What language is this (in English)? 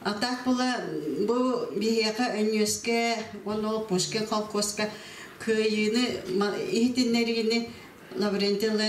Yakut